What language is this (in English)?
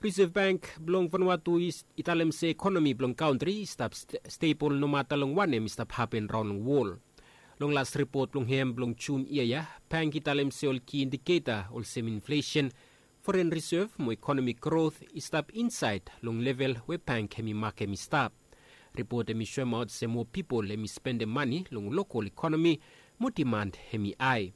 Bislama